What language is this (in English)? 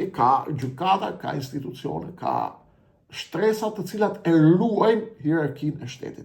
Albanian